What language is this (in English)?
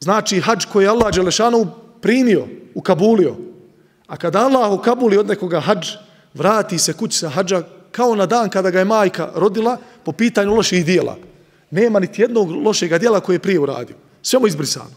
Bosnian